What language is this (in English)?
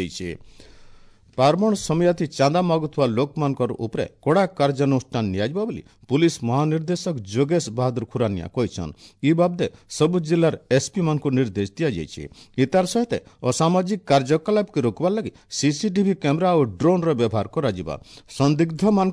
Odia